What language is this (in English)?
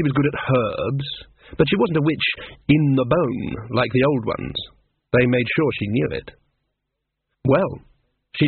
English